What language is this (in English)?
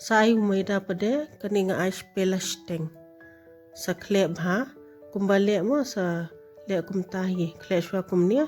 Khasi